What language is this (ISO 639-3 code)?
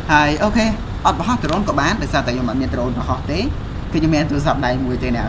khm